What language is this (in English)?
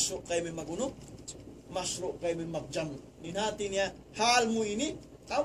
Tausug